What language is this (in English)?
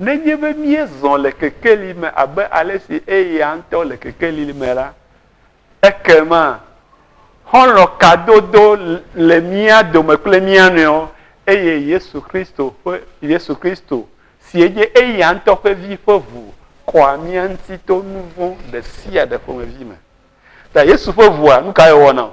Ewe